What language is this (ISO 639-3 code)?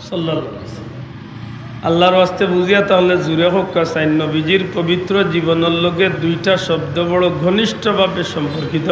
syl